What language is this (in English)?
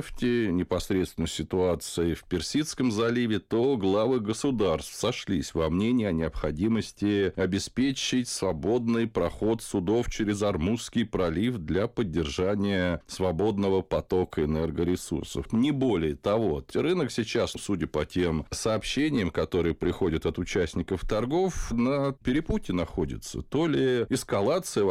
Russian